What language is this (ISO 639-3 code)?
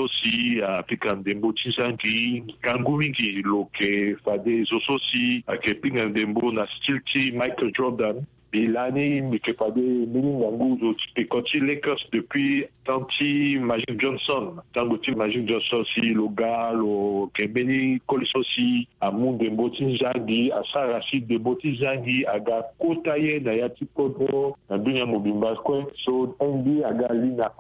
sag